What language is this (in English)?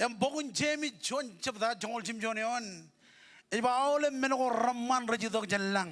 Marshallese